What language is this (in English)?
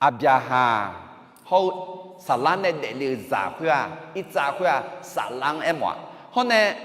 Akha